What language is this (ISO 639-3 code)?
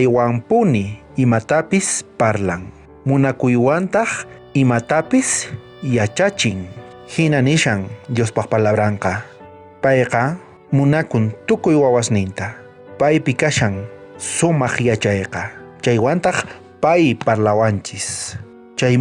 quh